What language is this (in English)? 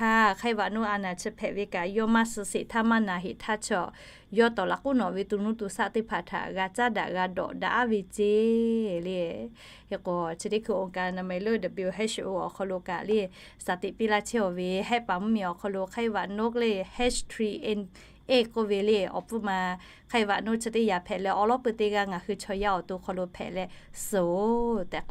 Lahu